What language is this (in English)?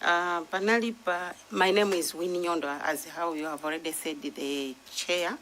Nyanja